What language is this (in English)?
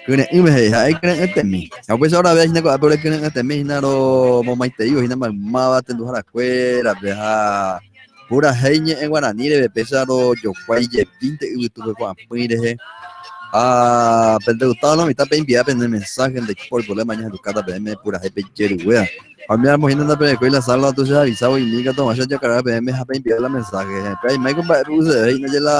Guarani